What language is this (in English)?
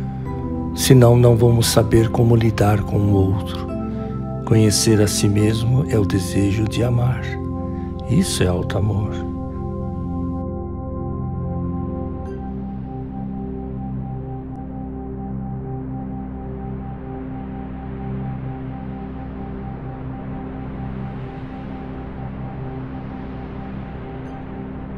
Portuguese